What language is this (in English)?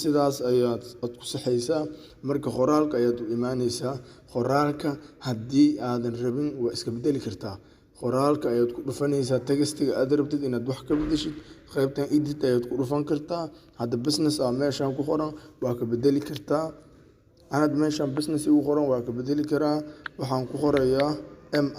Somali